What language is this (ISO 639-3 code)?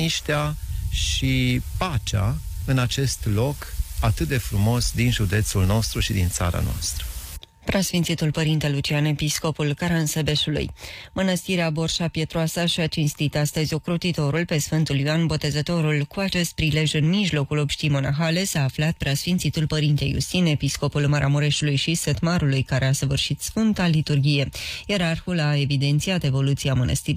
ron